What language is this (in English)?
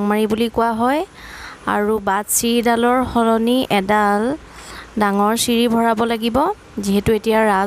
Assamese